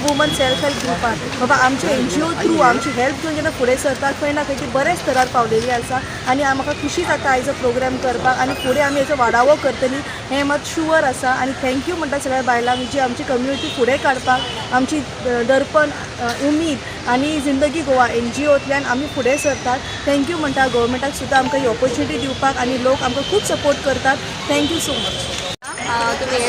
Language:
Konkani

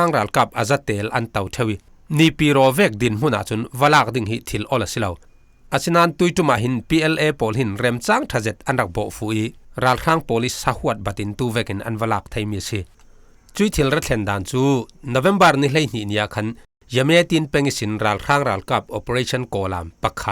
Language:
Falam Chin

